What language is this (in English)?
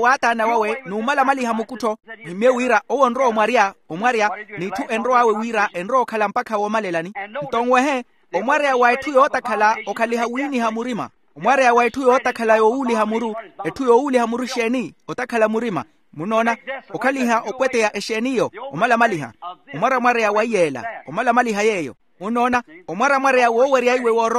Makhuwa